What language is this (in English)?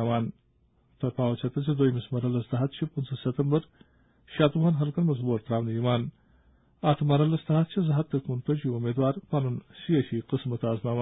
Kashmiri